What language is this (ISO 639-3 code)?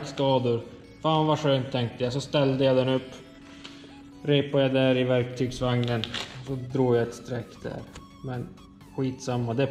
swe